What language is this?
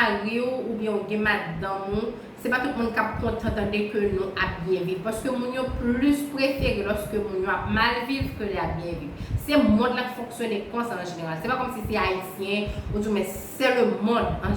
Haitian Creole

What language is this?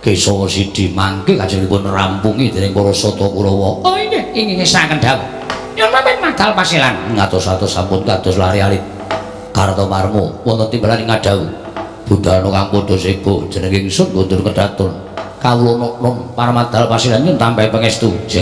Javanese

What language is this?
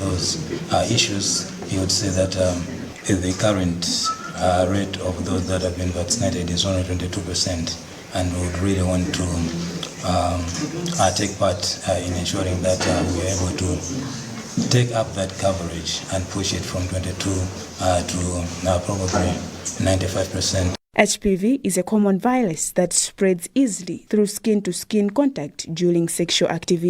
English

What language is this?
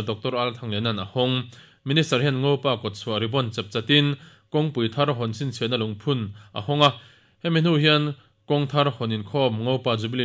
Mizo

